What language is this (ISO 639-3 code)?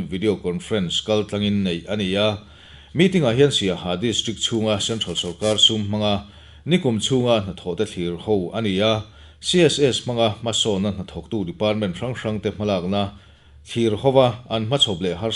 lus